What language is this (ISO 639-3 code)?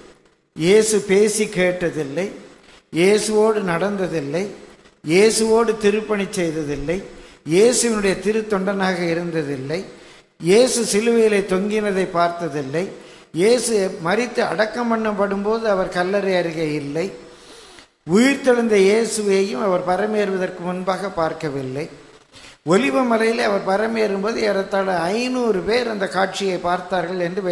tam